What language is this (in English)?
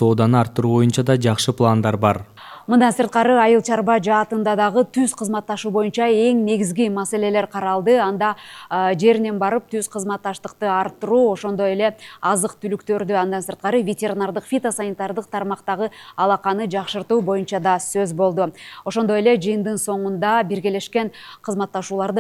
Kyrgyz